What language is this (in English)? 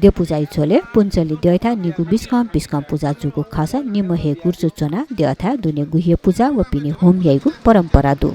Newari